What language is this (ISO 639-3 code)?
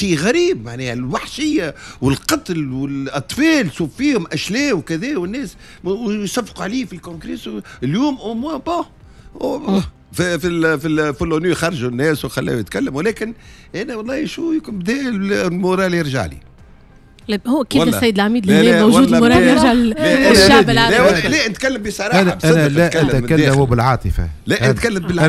aeb